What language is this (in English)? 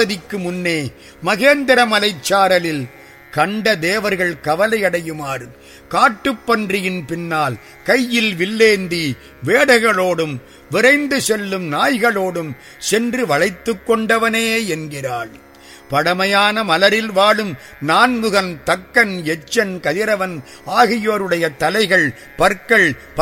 Tamil